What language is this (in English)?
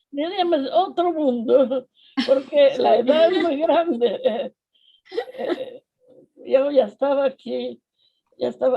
Ladino